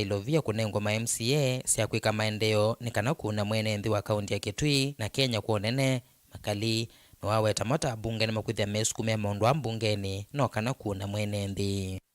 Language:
Kamba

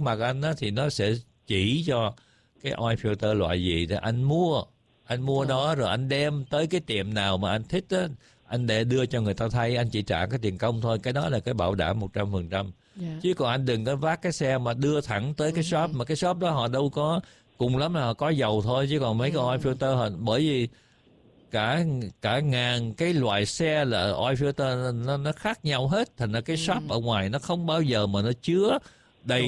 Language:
Vietnamese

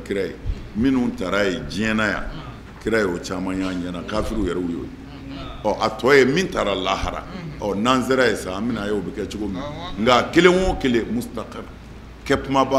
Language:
Bambara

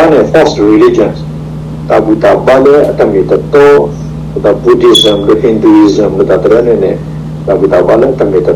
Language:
S'gaw Karen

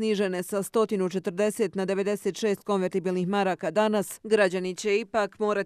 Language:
Bosnian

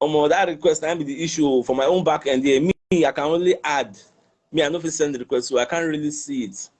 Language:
Nigerian Pidgin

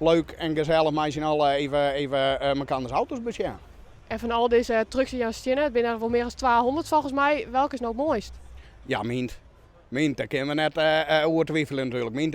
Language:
Western Frisian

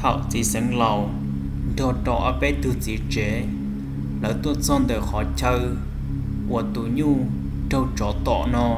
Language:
Hmong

